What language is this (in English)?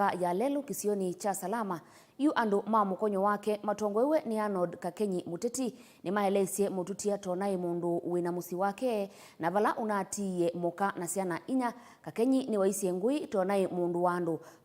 Kamba